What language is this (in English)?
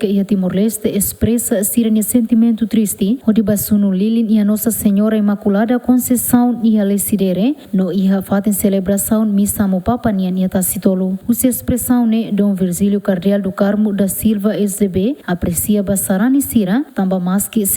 Tetum